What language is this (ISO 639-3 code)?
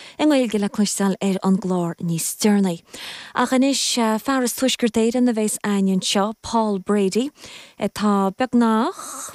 gle